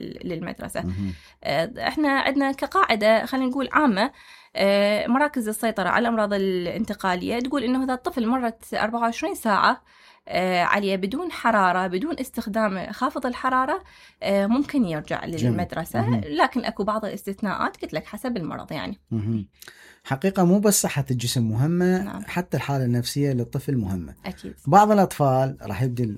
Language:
Mesopotamian Arabic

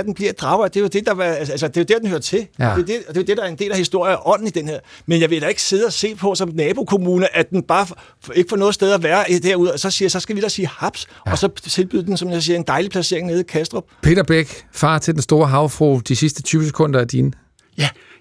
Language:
Danish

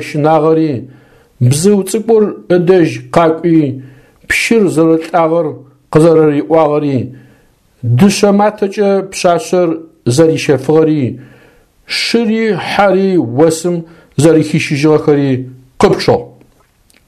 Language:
Adyghe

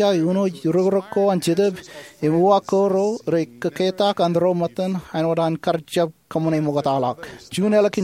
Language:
Marshallese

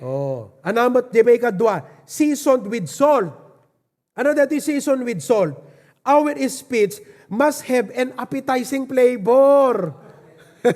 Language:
Iloko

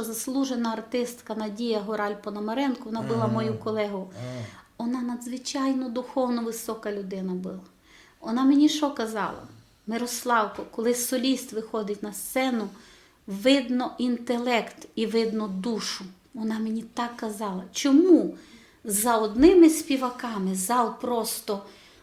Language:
Rusyn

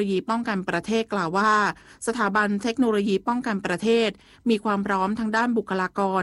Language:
Thai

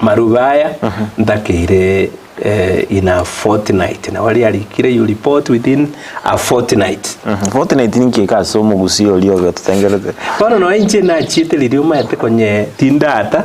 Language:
Gusii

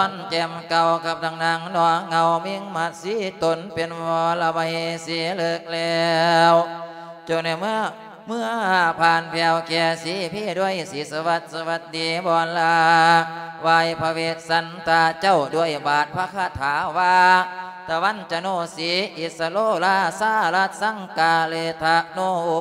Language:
Lao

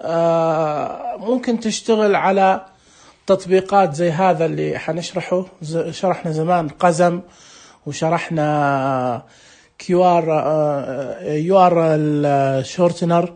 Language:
Najdi Arabic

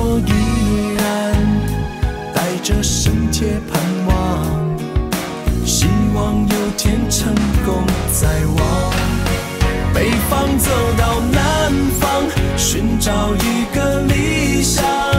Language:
Chinese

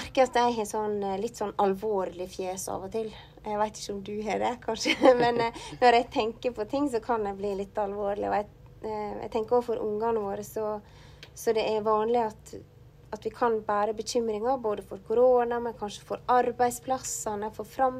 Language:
Norwegian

